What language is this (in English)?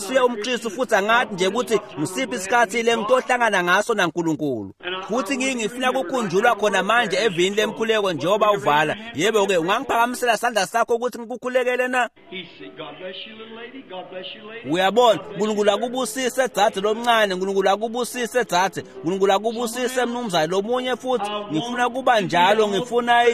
Swati